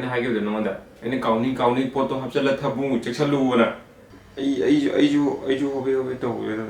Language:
Manipuri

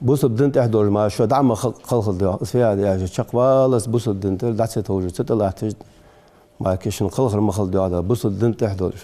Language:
Ingush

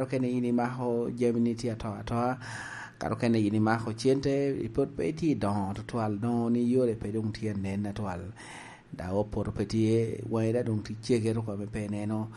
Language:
Lango (Uganda)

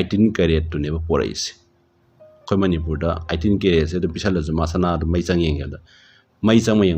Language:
Manipuri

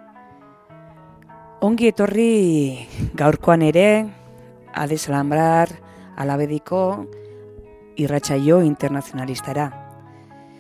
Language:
Basque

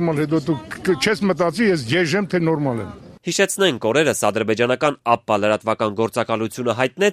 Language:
Armenian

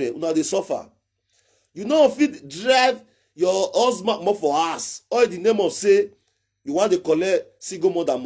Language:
Nigerian Pidgin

